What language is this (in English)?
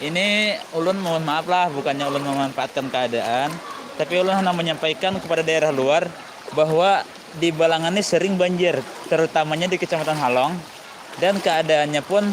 Banjar